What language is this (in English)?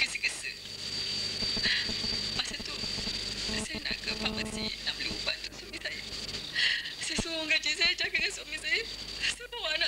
Malay